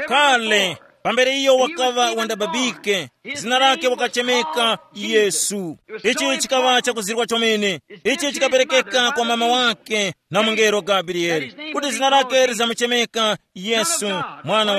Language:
Tumbuka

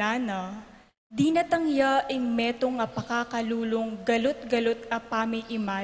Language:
Pampanga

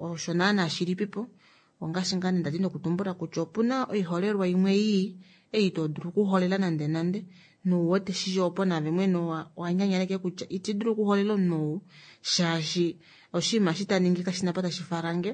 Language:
Kuanyama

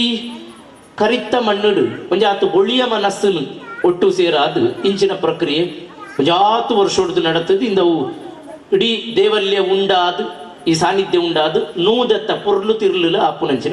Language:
Tulu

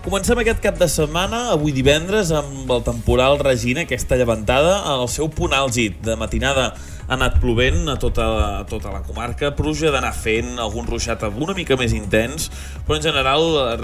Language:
Catalan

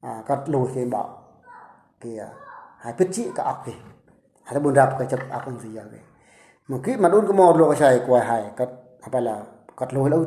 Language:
Eastern Bru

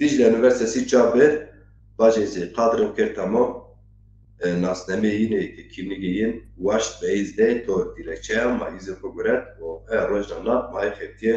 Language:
Zaza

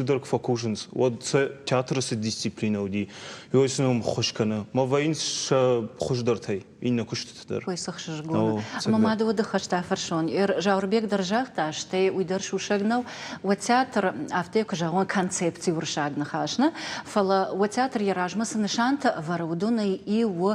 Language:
Ossetic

